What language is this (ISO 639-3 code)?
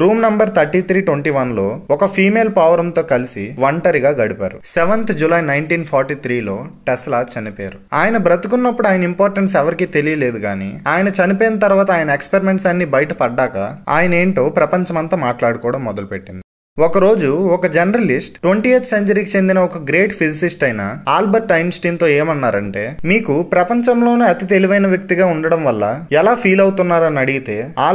tel